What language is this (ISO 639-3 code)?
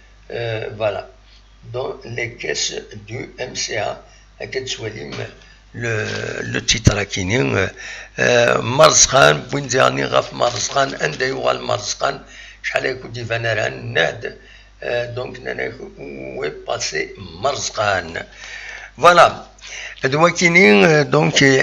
kab